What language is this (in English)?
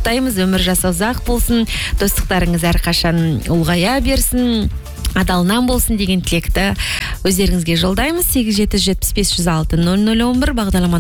Kazakh